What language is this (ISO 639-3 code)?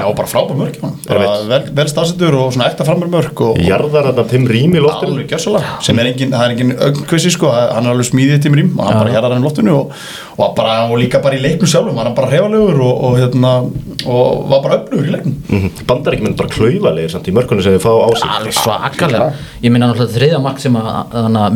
isl